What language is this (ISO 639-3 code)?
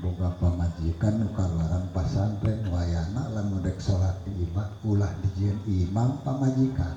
sun